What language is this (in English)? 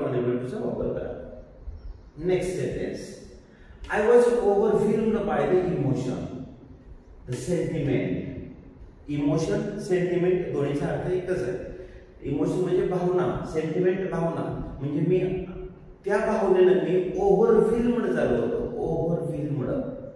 Marathi